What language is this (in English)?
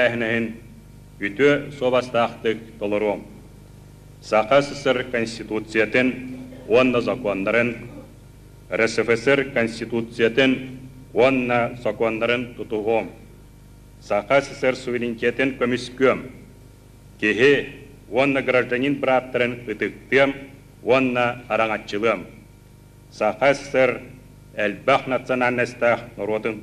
Yakut